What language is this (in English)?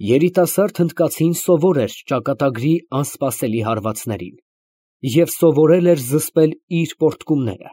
Armenian